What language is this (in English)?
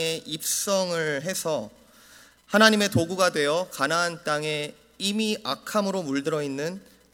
Korean